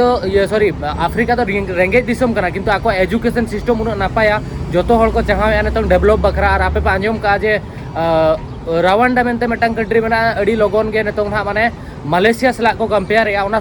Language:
Santali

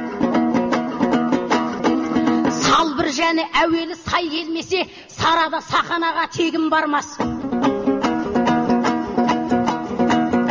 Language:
Kazakh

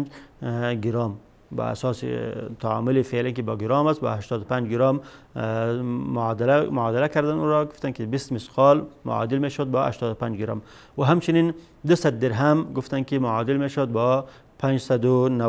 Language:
Persian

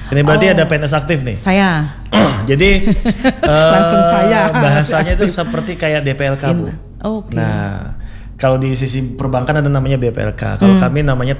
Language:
Indonesian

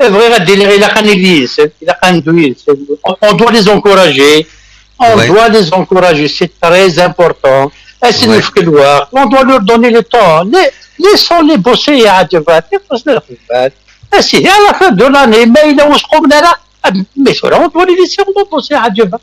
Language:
Kabyle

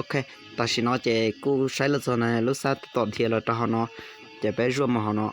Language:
Hmong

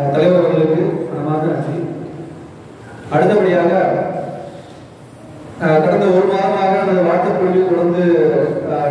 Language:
Tamil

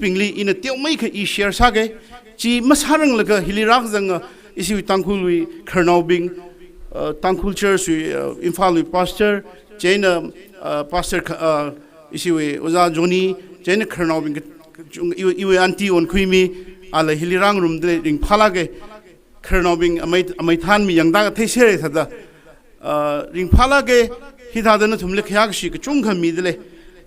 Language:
Tangkhul Naga (India)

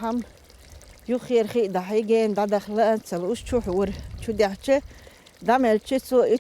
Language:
Chechen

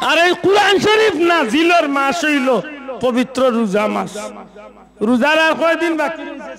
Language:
Sylheti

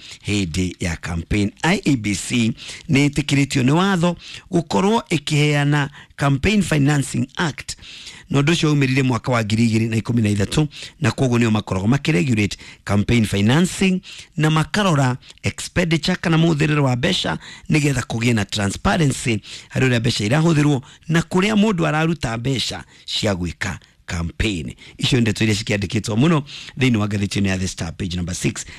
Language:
Kikuyu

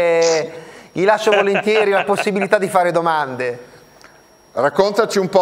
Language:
Italian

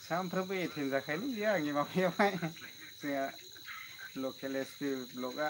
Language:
Bodo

